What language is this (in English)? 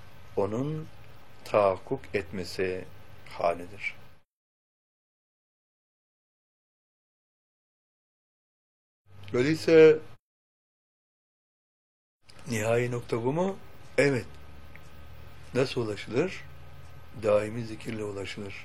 Turkish